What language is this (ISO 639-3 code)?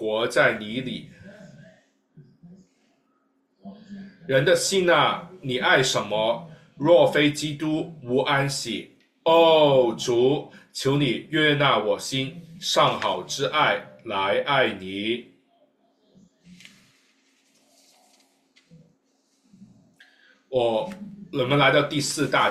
zho